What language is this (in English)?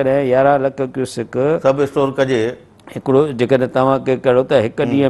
Sindhi